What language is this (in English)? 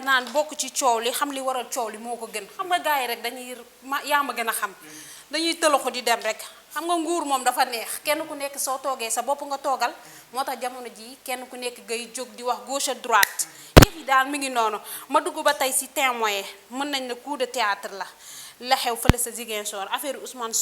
Wolof